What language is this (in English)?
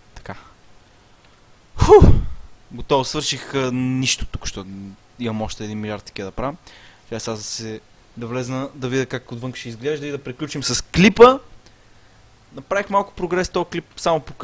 Bulgarian